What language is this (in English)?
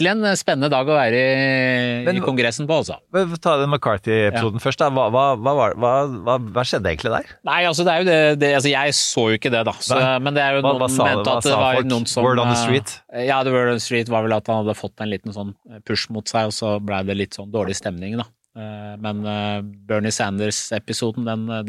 Norwegian